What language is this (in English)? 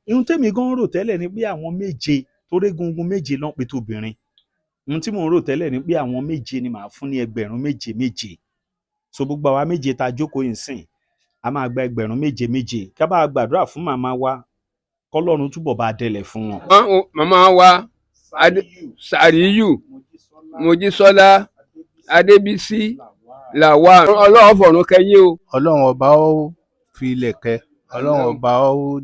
Yoruba